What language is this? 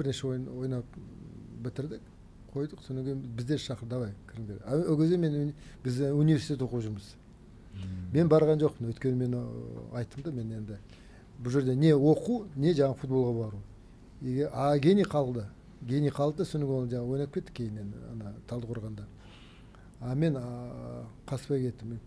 Kazakh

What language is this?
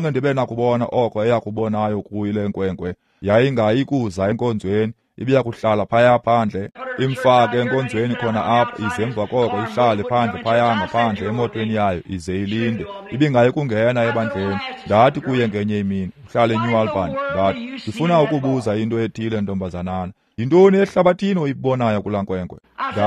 Xhosa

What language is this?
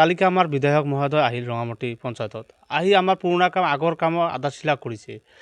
Assamese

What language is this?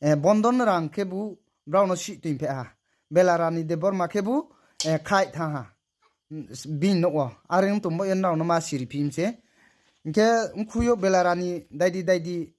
Riang (India)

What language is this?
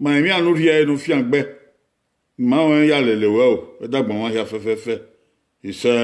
Bini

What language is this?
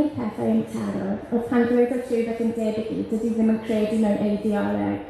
Welsh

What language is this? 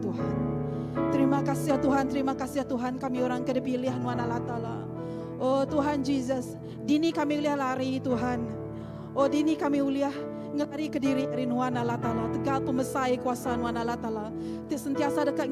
Iban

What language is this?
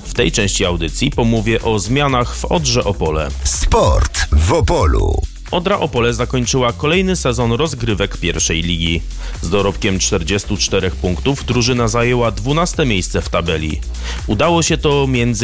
Polish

